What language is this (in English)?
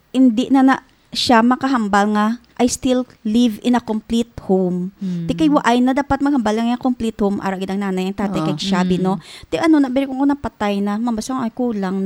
Hiligaynon